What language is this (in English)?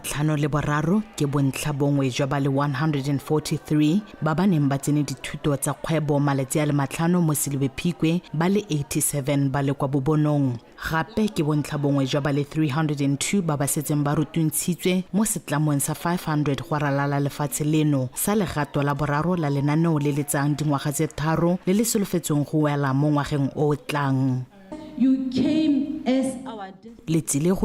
Tswana